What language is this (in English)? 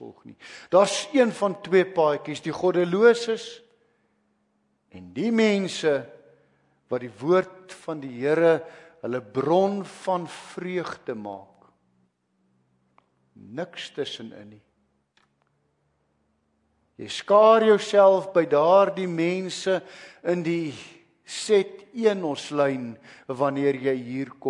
Afrikaans